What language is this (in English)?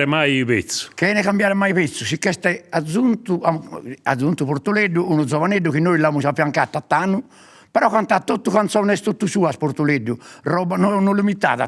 Sardinian